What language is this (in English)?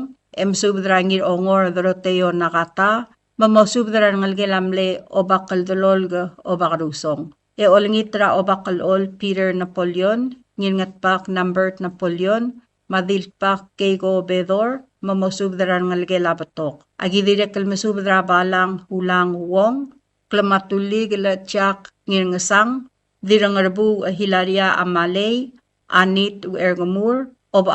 Palauan